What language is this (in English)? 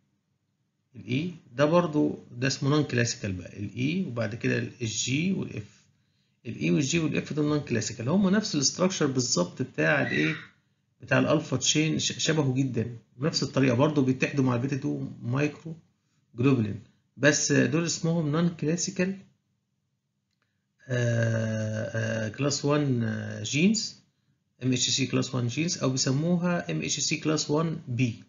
Egyptian Arabic